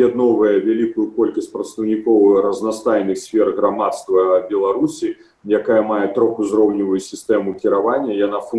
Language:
Belarusian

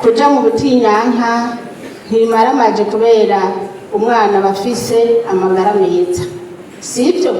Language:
Rundi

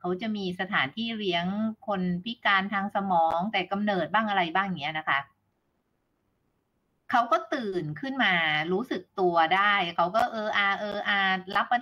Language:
Thai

